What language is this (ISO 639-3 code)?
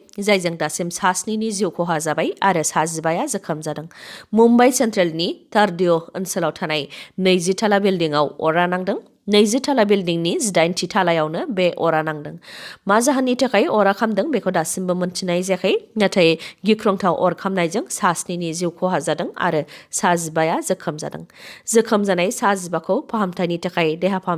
brx